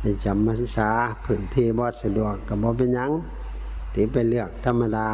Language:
Northeastern Thai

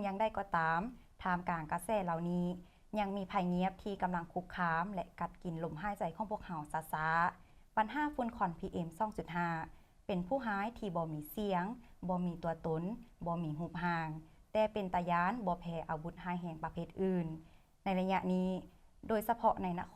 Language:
Lao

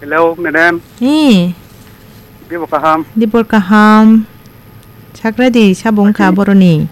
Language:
Kok Borok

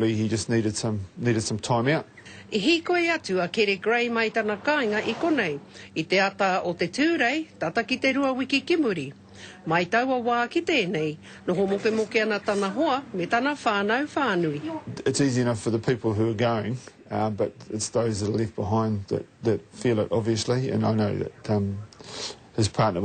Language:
Māori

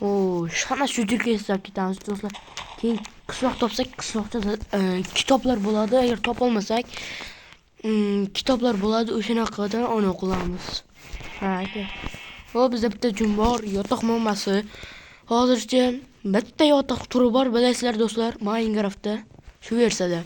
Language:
Uzbek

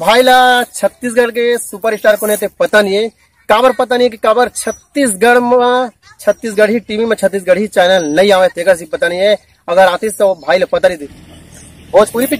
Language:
Chhattisgarhi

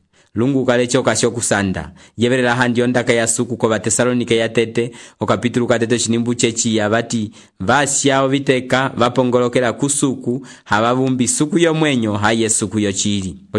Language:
Umbundu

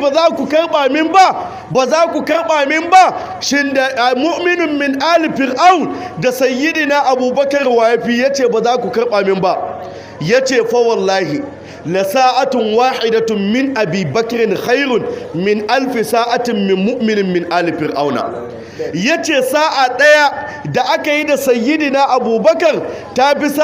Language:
Hausa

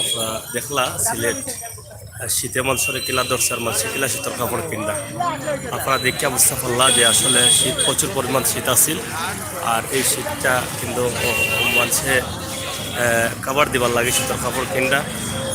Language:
Sylheti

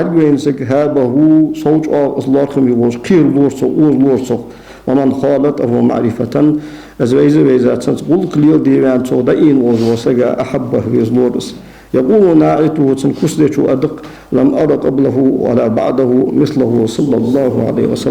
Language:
Ingush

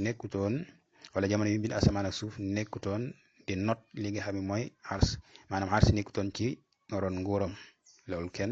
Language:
Wolof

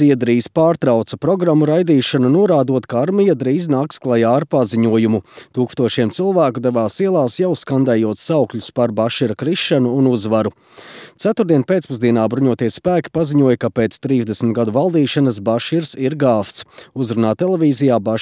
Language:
Latvian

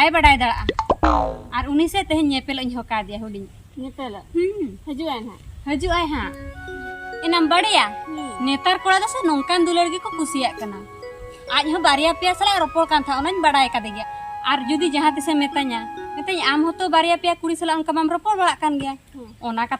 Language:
Santali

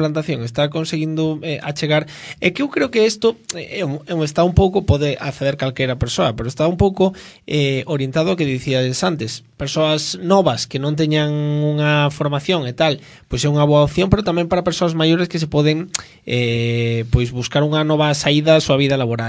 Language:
Galician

